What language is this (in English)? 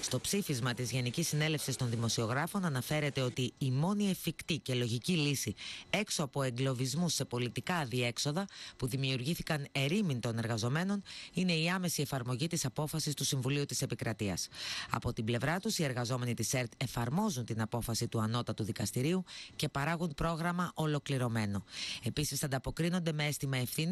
Greek